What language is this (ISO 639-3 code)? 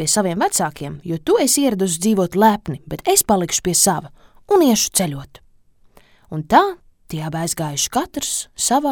lav